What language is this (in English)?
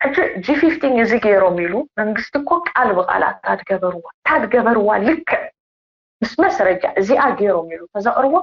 Tigrinya